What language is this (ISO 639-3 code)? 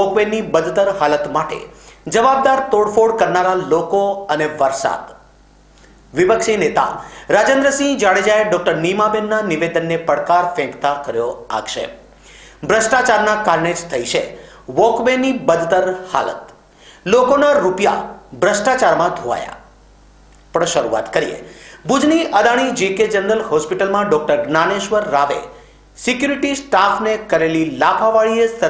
guj